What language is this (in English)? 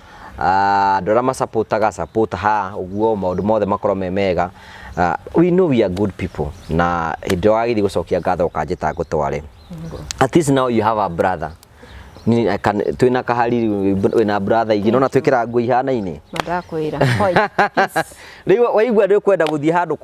Kikuyu